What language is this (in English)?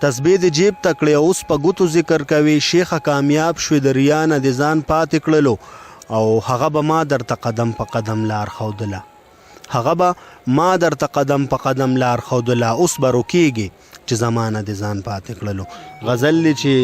Pashto